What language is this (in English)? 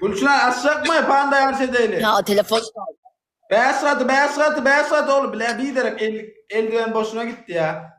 Turkmen